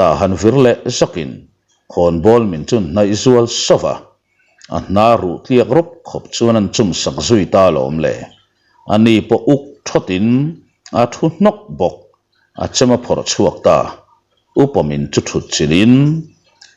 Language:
Mizo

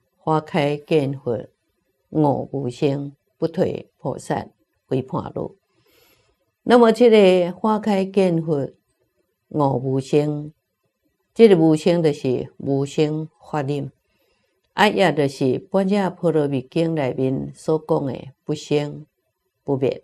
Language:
Chinese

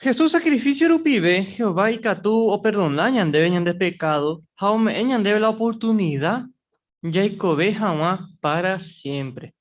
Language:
Guarani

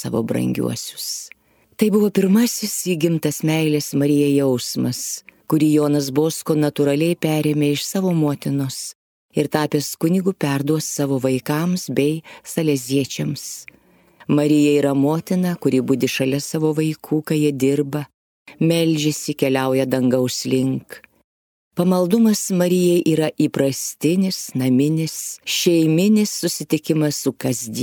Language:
Lithuanian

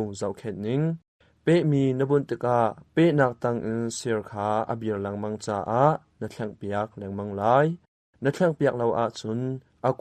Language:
Hakha Chin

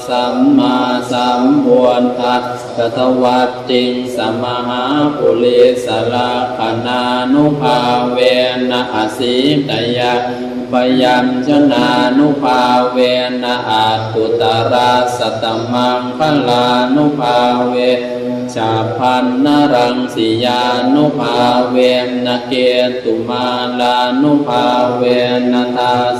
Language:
Pali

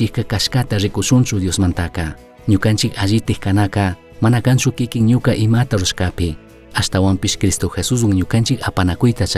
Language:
Chimborazo Highland Quichua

